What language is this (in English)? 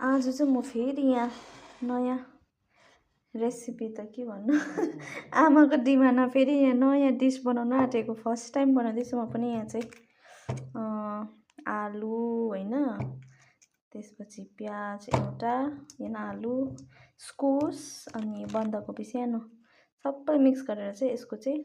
Nepali